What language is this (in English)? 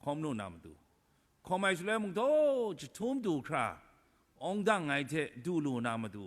Kachin